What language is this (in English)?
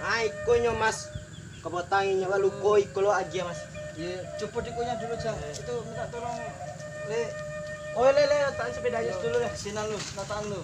Minangkabau